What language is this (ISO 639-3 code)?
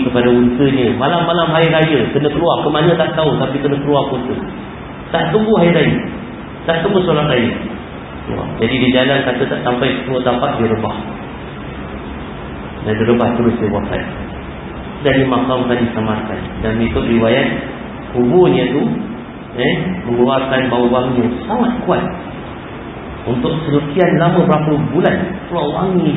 msa